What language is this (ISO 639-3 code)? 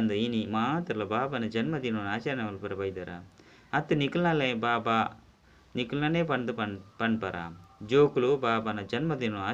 tcy